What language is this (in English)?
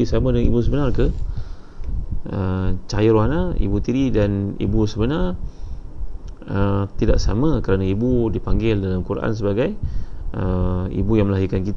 Malay